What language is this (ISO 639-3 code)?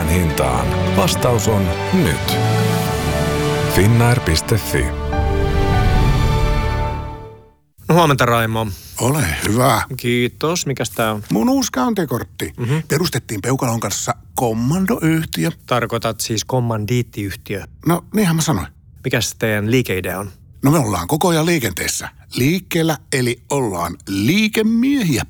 fin